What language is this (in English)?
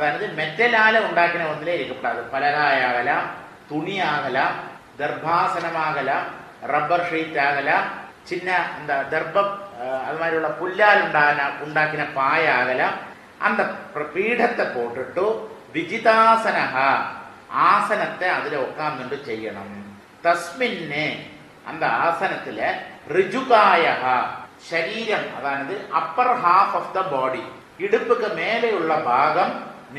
Tamil